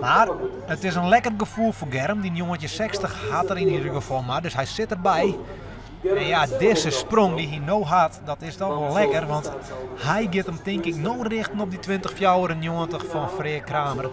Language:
Western Frisian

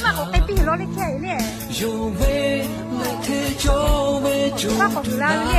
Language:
Lahu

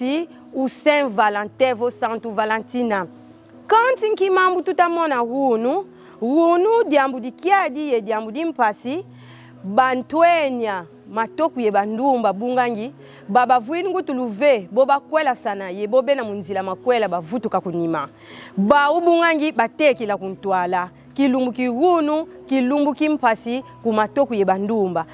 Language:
Kongo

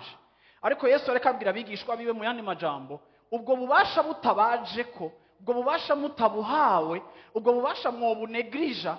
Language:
Rundi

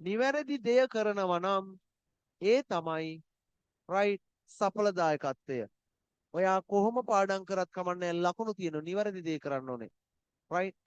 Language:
Sinhala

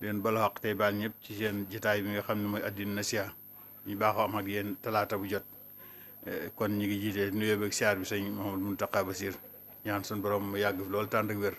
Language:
Wolof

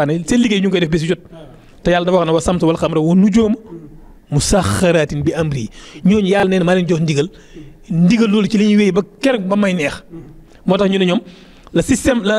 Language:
Wolof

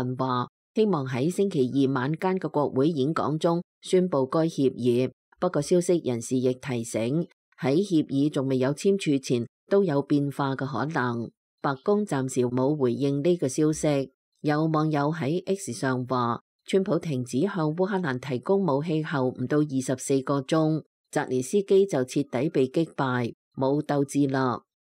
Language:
Cantonese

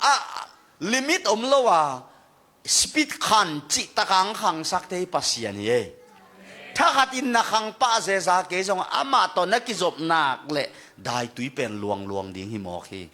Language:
Tedim Chin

